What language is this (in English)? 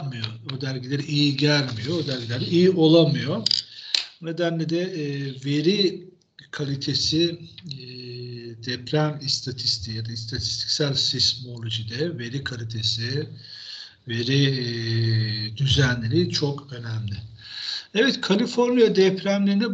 Turkish